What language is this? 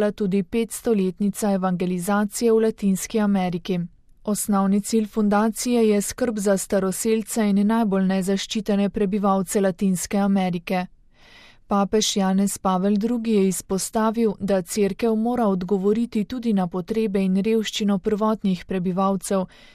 Slovenian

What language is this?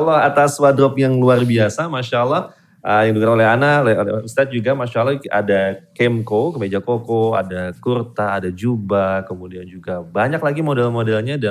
Indonesian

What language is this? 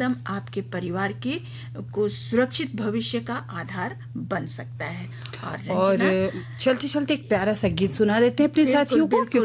Hindi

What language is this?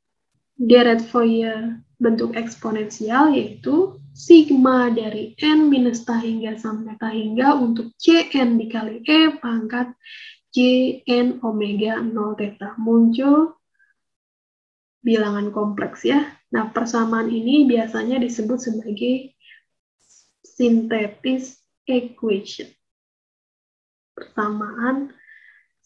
Indonesian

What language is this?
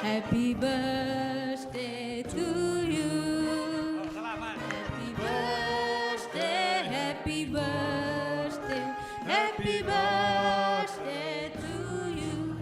Batak Karo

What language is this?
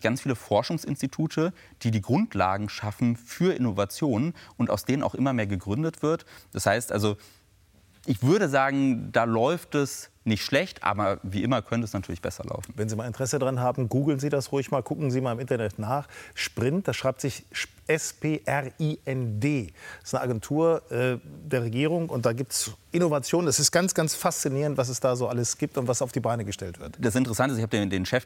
German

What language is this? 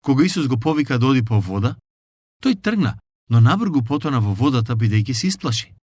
Macedonian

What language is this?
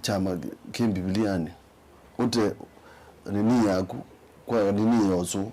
Kamba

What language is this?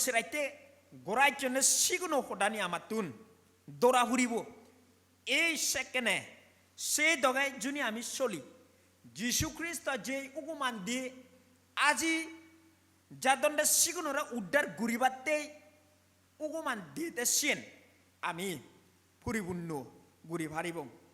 Chakma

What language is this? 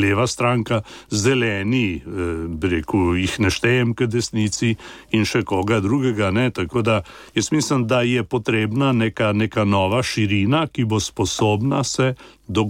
Slovenian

